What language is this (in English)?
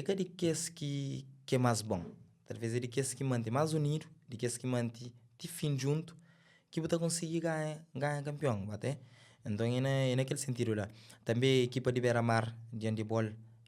Kabuverdianu